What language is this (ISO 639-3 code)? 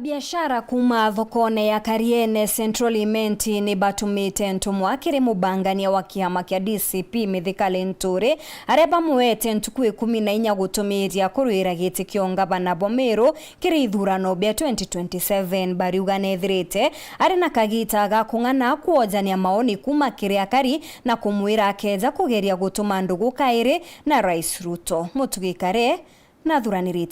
mer